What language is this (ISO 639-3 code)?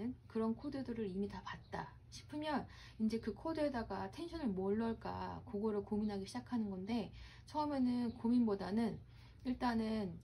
kor